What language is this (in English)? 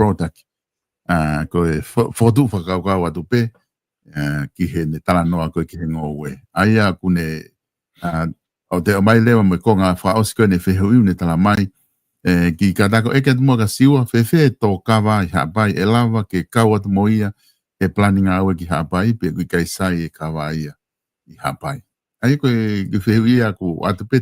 Tongan